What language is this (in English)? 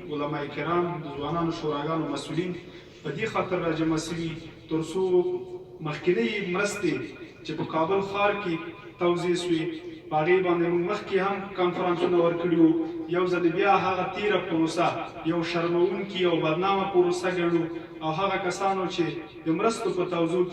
Pashto